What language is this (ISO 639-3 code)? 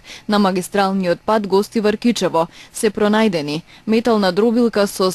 mkd